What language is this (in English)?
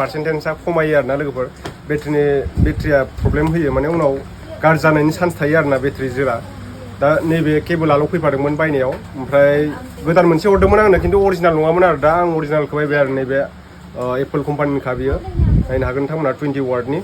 Bodo